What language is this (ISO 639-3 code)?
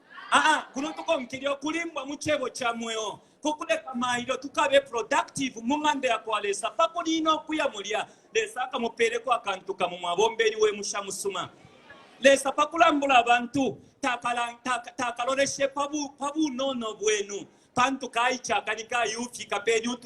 bem